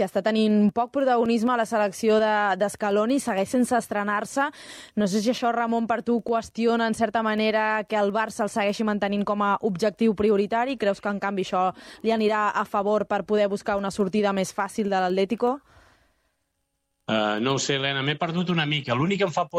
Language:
Catalan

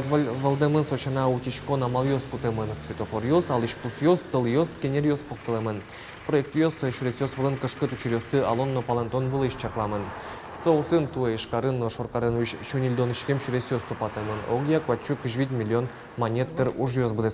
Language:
Udmurt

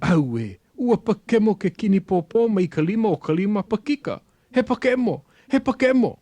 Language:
Hawaiian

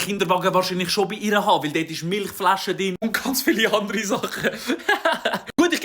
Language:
Swiss German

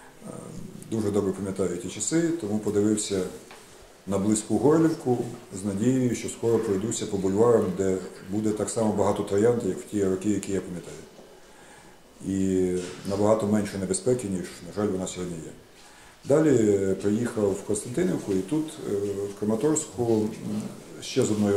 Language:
Ukrainian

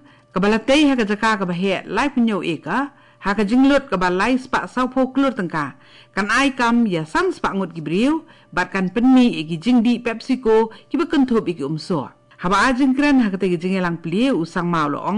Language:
Khasi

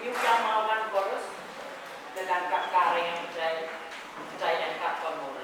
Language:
Pohnpeian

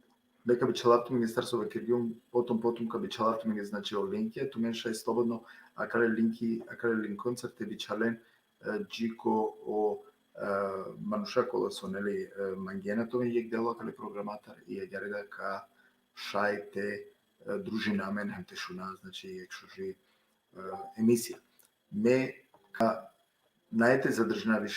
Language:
Balkan Romani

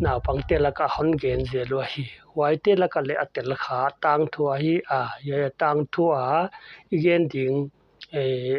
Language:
Paite Chin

